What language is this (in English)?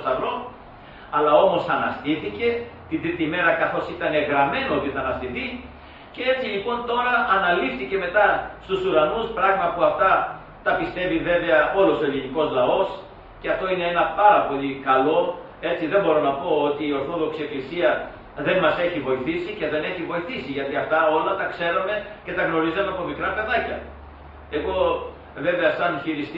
Greek